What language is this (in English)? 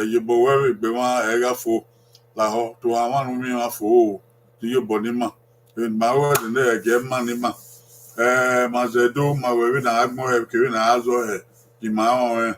Bini